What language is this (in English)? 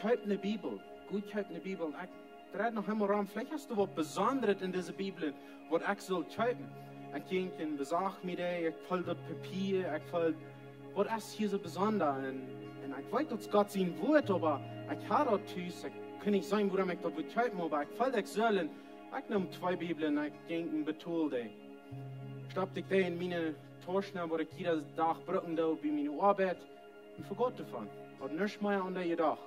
Plautdietsch